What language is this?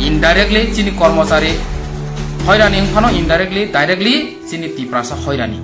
Kok Borok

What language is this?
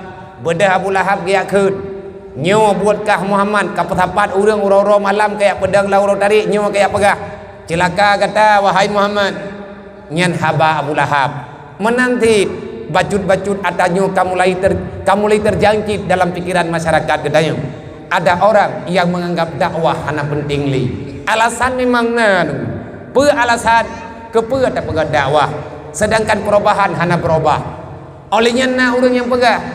Achinese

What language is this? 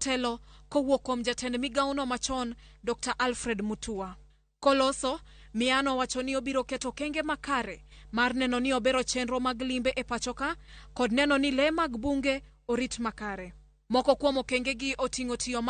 Luo (Kenya and Tanzania)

